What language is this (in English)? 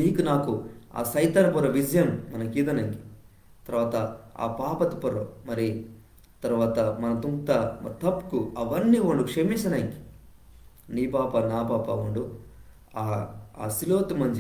Koya